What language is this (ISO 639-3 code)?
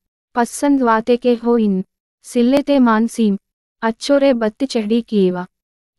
gon